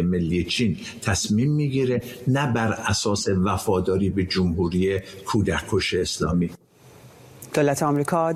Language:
Persian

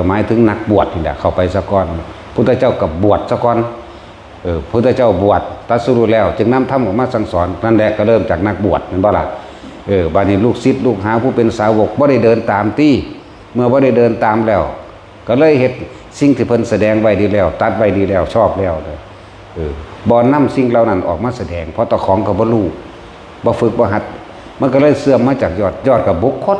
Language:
Northeastern Thai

